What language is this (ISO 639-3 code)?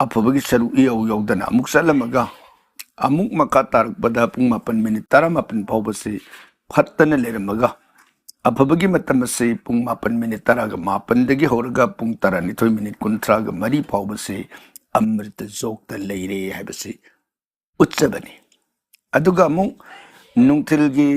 mni